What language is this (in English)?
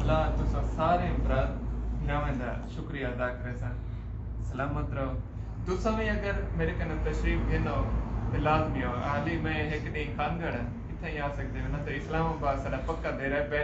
Saraiki